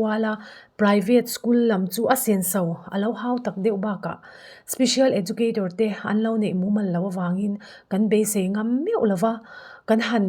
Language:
Mizo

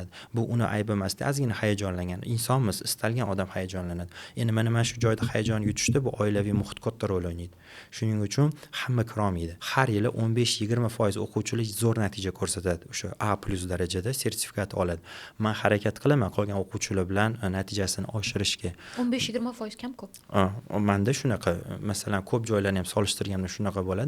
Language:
Uzbek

